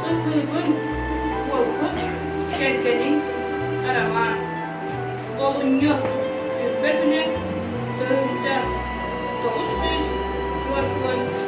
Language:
Yakut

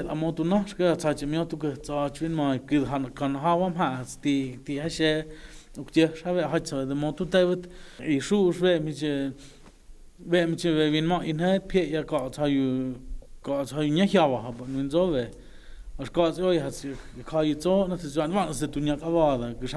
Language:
Totontepec Mixe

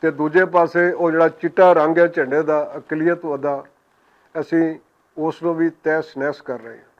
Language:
Western Panjabi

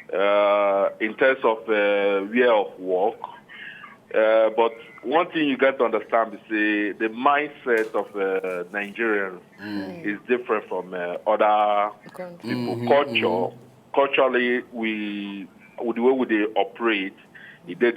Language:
Nigerian Pidgin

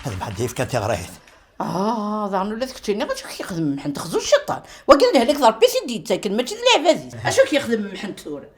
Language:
Kabyle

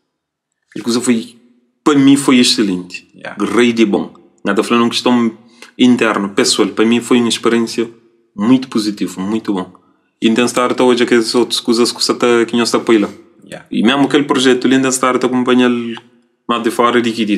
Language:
Kabuverdianu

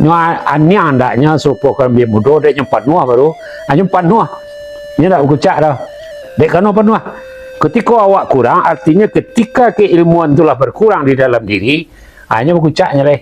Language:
Minangkabau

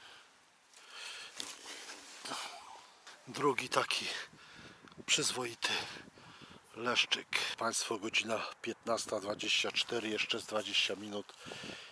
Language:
Polish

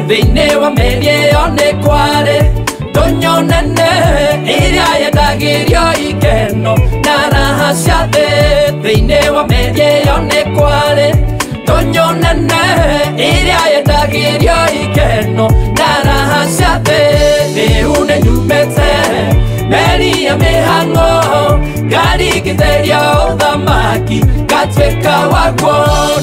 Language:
Kikuyu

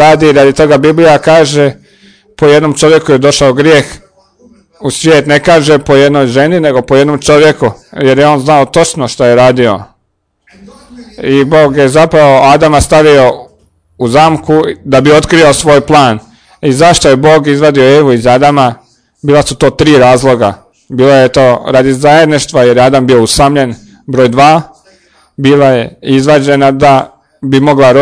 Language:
Croatian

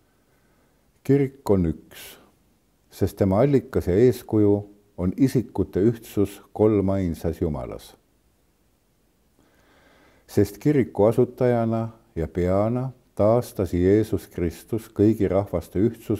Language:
Estonian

